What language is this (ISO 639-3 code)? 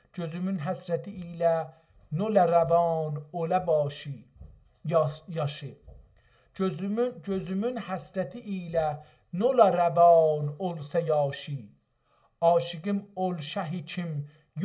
azb